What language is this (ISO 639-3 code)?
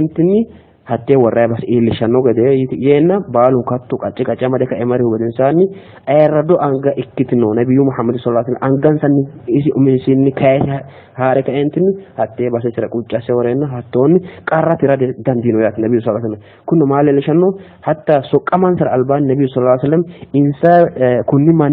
sid